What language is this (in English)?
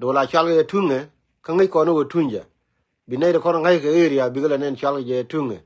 Nuer